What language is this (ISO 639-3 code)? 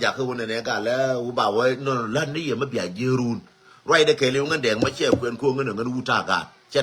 nus